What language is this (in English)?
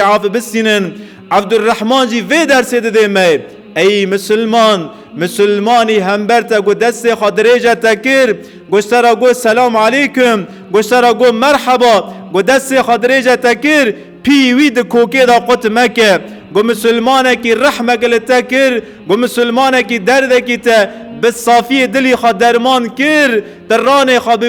Kurdish